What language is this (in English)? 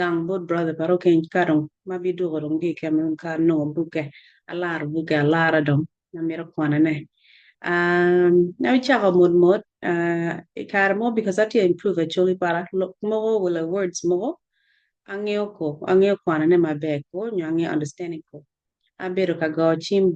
Acoli